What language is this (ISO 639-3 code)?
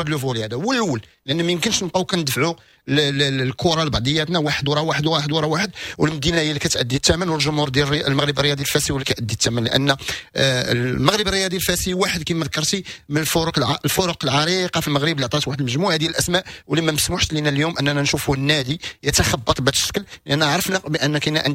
ary